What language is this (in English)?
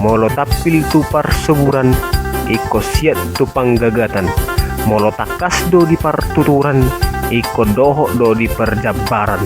Batak Toba